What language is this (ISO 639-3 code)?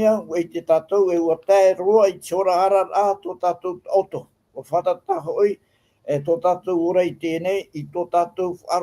tah